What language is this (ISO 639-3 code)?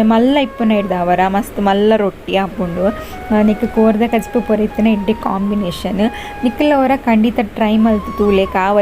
tcy